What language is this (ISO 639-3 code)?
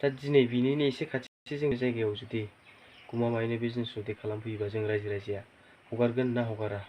brx